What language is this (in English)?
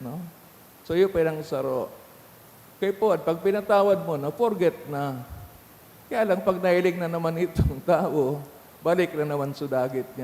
Bikol